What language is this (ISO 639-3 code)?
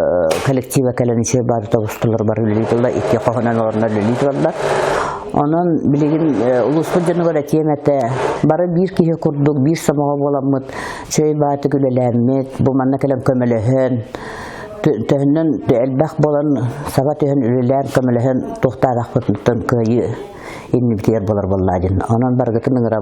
sah